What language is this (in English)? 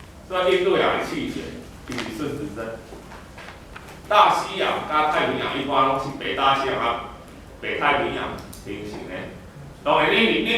Min Nan Chinese